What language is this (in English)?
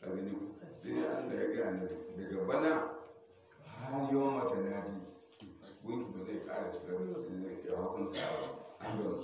Hausa